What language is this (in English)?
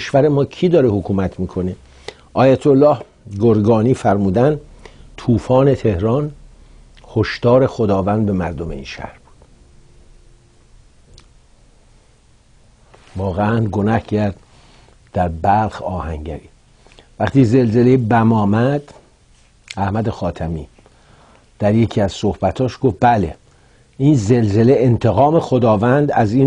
Persian